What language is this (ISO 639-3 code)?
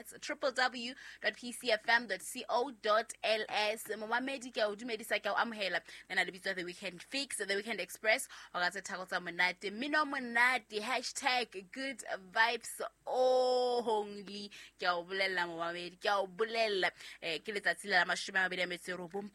sot